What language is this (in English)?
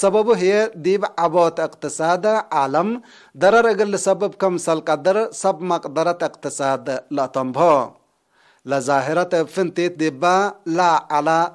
Tigre